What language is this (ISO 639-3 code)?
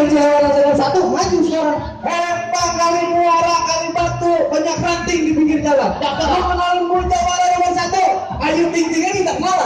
bew